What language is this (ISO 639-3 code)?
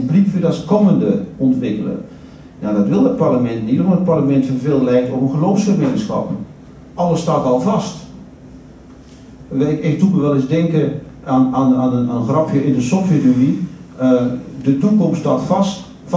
nld